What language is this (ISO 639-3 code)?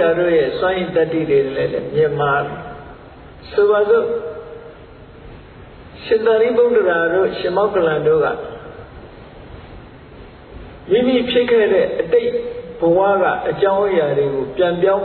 mya